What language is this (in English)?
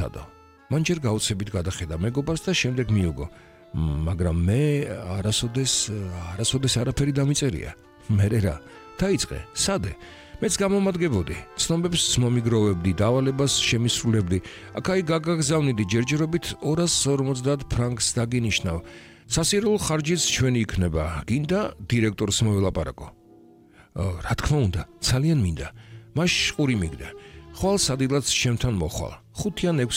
Georgian